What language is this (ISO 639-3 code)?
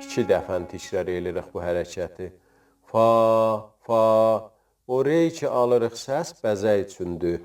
azb